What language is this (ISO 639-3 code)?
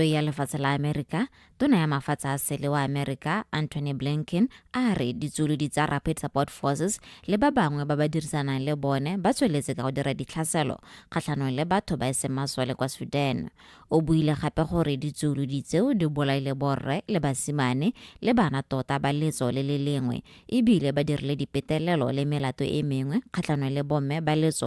tsn